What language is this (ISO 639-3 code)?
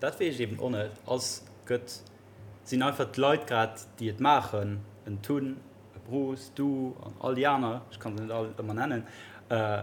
ltz